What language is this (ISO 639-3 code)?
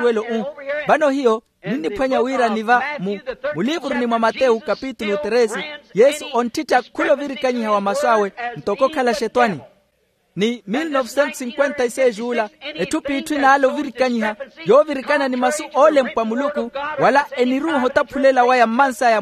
vmw